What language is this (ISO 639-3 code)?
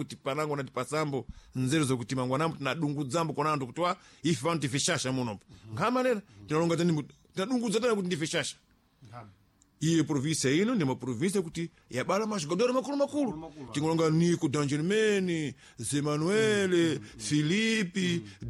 seh